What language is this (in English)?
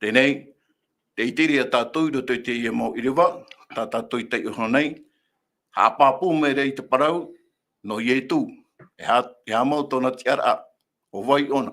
Tahitian